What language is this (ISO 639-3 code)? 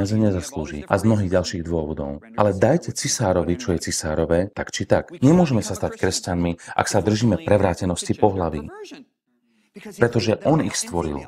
slk